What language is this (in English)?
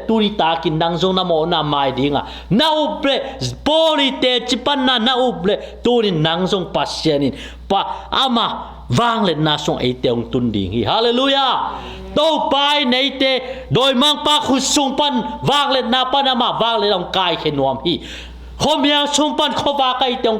Tedim Chin